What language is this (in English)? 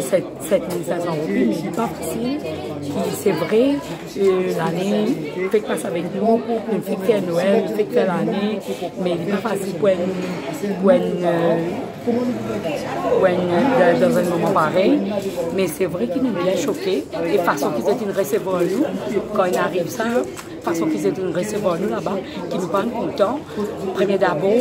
Morisyen